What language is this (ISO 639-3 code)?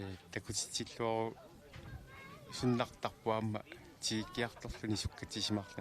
kal